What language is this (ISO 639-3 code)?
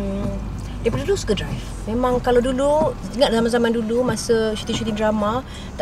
msa